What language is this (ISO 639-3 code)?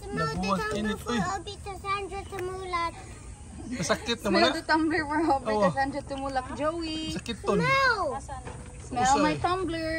ceb